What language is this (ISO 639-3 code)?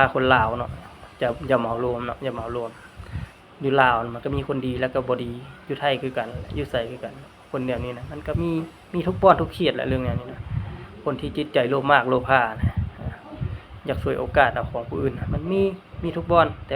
lao